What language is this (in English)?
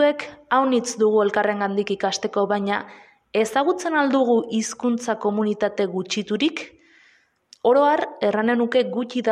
Basque